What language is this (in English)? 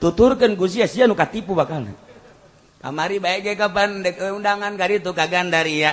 Sundanese